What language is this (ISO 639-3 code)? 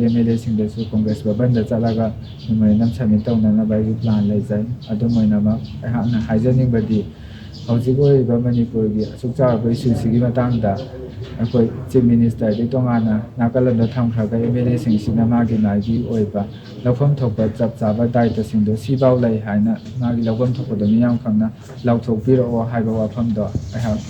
mni